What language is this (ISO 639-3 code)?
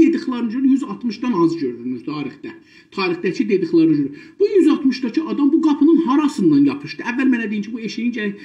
azb